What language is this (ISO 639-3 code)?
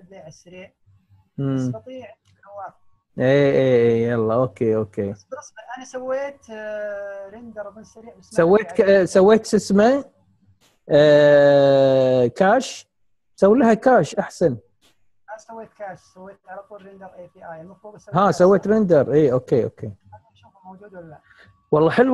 ara